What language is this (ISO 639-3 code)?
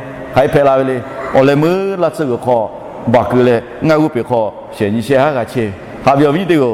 lhu